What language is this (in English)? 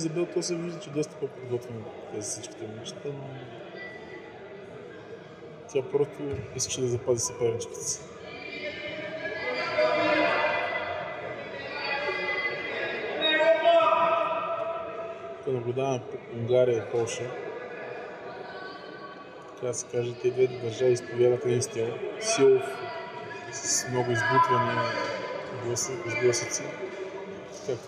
Bulgarian